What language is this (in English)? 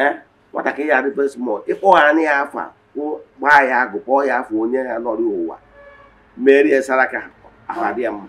Igbo